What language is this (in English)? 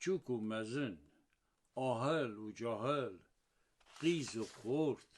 Kurdish